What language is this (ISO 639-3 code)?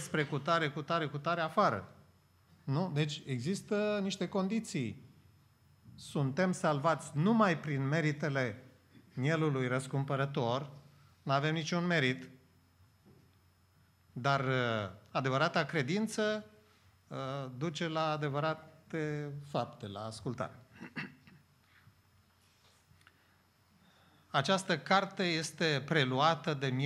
ron